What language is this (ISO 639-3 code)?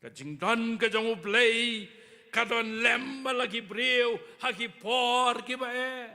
kha